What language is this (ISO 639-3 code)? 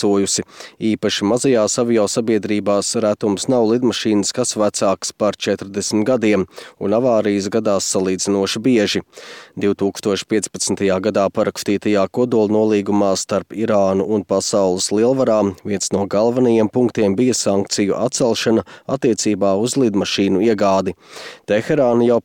lav